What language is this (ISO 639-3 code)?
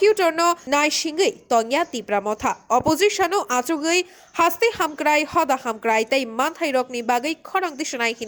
trp